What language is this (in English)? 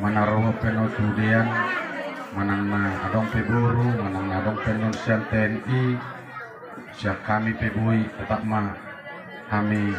Batak Toba